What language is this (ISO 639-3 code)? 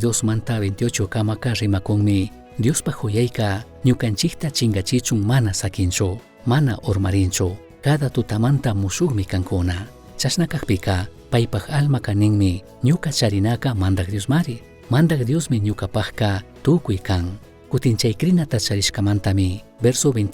qug